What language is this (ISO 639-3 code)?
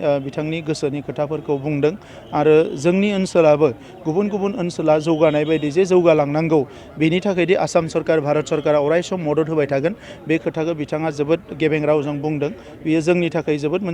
brx